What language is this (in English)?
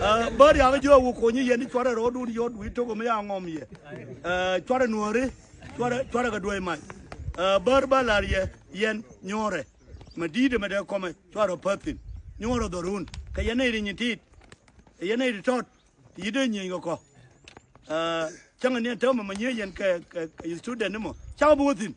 Nuer